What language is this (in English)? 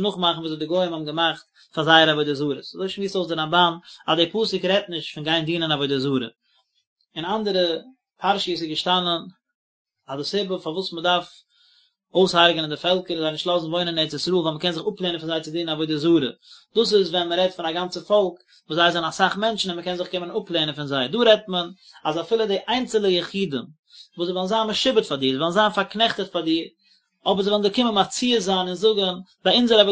Yiddish